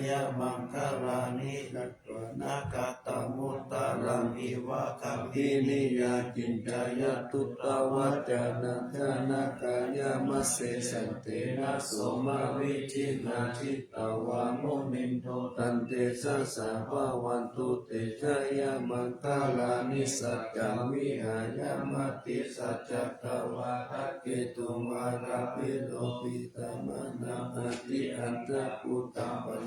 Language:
Pali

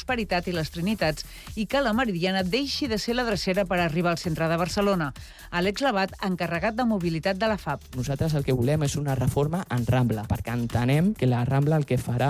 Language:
Catalan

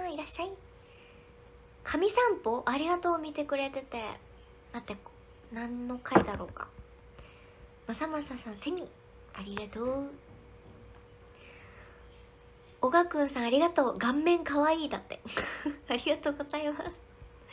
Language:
Japanese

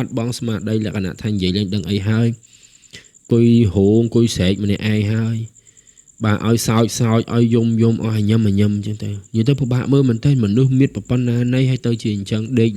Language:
Khmer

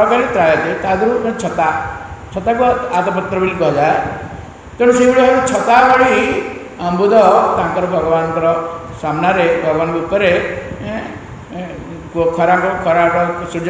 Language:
Odia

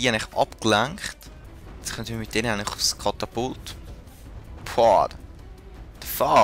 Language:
Swiss German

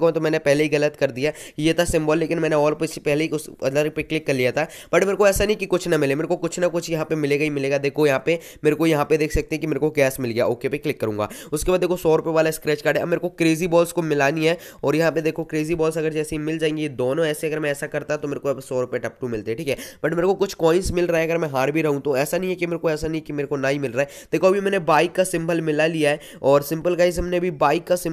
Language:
Hindi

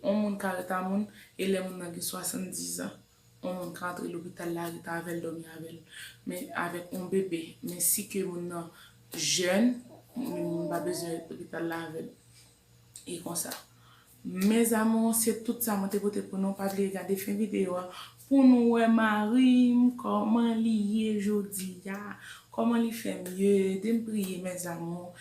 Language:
Haitian Creole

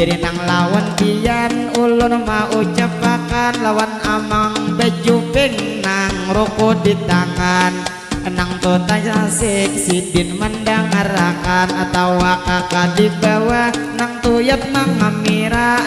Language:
Banjar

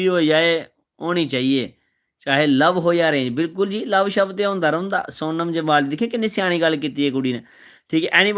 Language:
Dogri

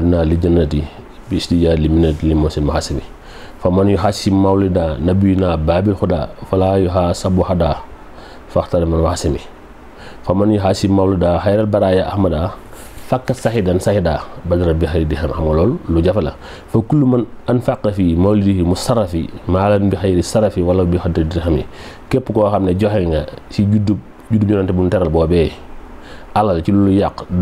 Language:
Wolof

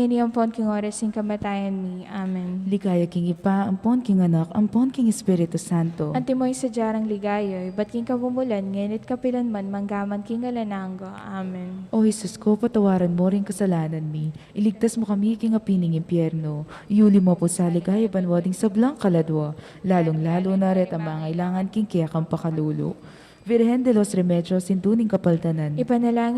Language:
Pampanga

